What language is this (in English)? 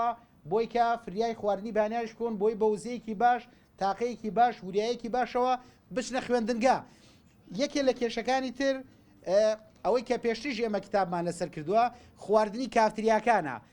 Central Kurdish